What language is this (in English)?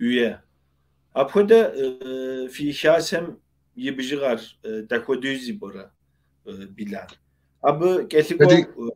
Kabardian